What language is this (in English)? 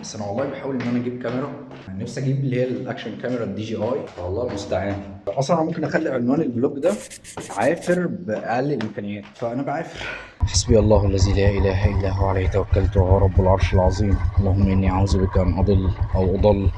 Egyptian Arabic